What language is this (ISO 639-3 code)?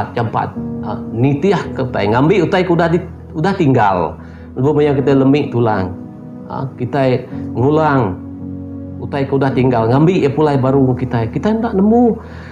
iba